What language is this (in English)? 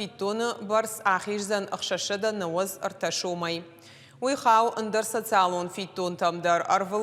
Ossetic